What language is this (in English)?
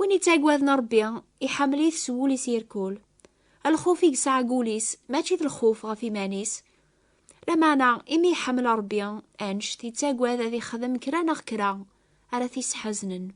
Kabyle